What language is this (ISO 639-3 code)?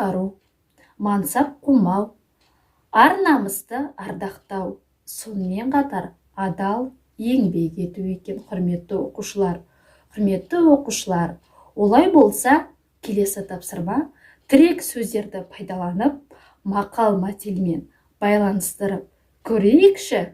kaz